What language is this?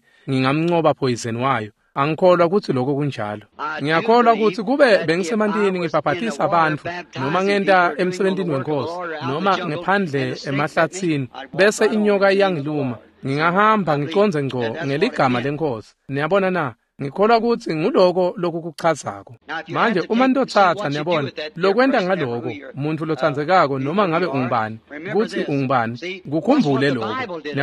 Swati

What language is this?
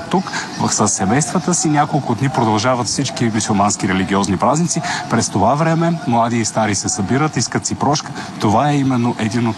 Bulgarian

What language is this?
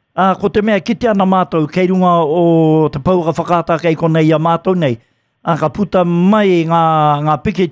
Māori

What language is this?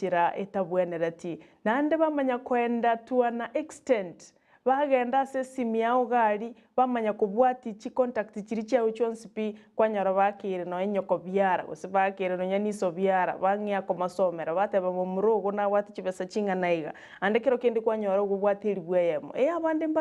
Gusii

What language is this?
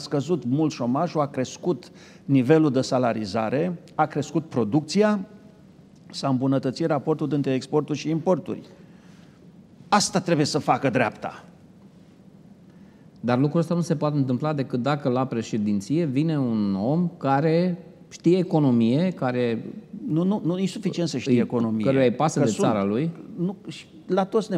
Romanian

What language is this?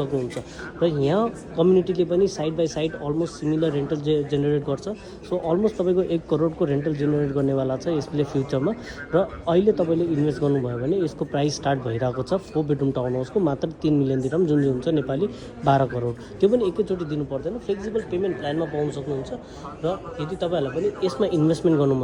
Nepali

